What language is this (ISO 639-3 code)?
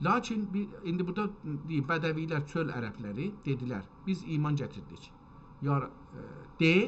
azb